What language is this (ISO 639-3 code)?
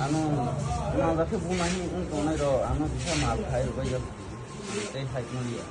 trp